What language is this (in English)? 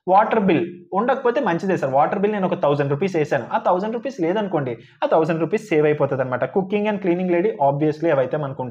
Telugu